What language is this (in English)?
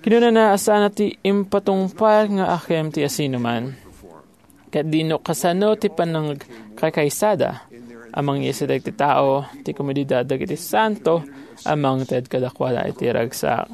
Iloko